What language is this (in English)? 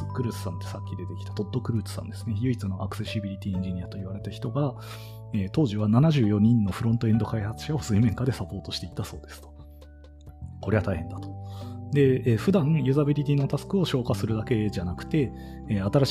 Japanese